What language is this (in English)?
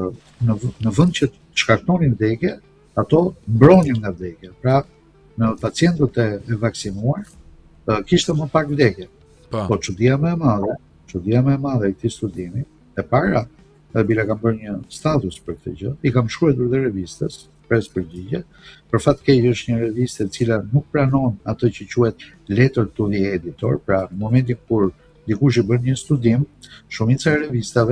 Albanian